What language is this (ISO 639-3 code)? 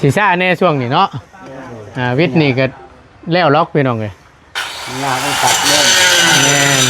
lao